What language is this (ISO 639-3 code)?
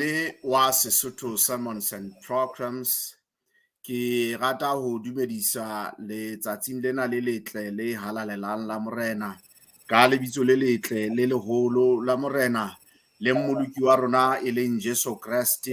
sot